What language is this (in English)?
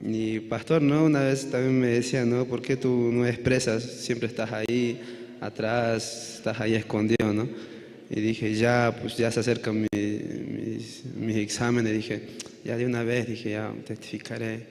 Aymara